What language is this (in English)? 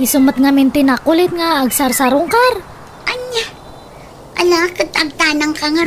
Iloko